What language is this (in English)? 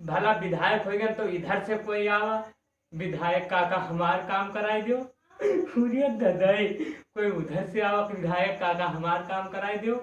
Awadhi